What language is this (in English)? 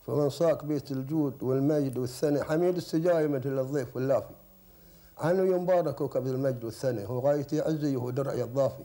Gulf Arabic